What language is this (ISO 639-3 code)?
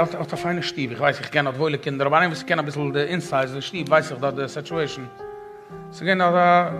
yid